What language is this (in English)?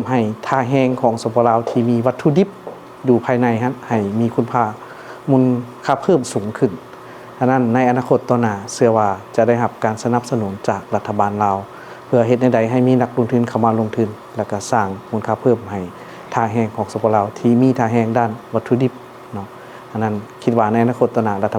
Lao